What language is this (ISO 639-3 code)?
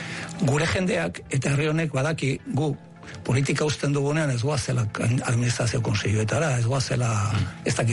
eus